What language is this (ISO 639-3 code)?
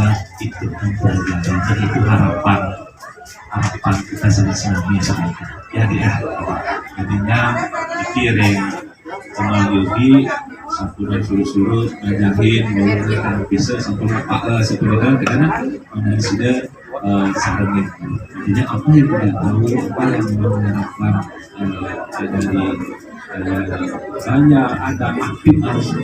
ban